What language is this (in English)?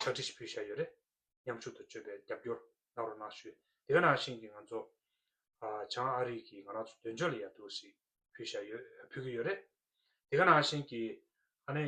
Tibetan